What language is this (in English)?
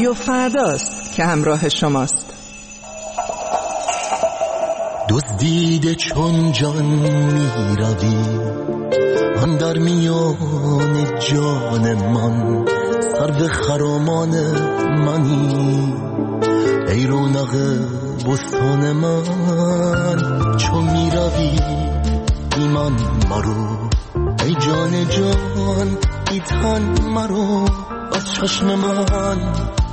Persian